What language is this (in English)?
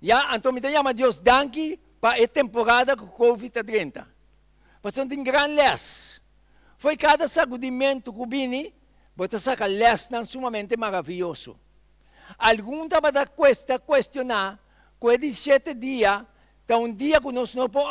Papiamento